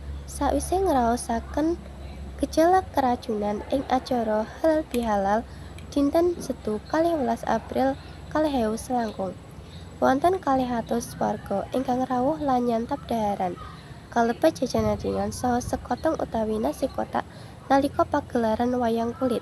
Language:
Javanese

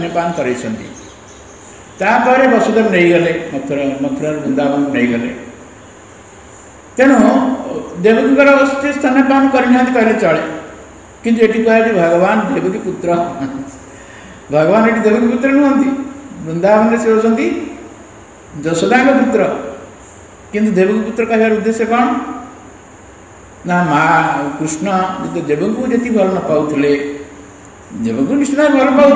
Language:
Odia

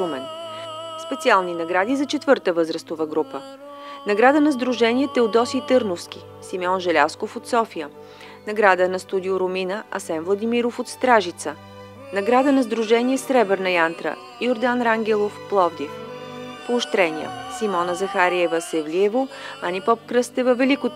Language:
Bulgarian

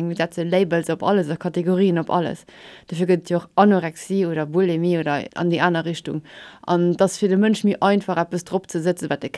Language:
Luxembourgish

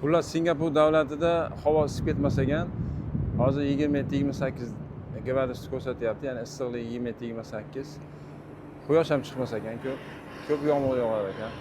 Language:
Uzbek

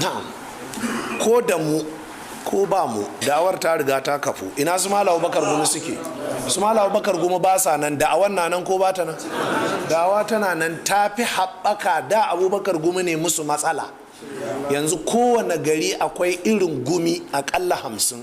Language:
Hausa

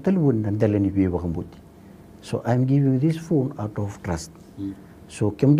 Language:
Fijian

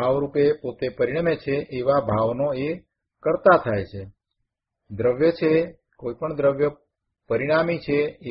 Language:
Gujarati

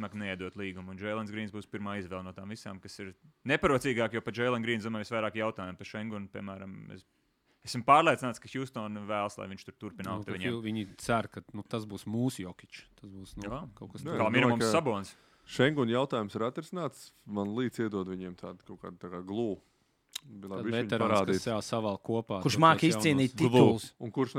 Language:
Latvian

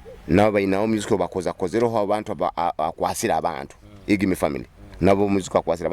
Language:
Nyoro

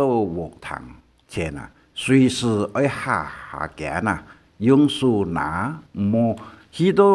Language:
Hakka Chinese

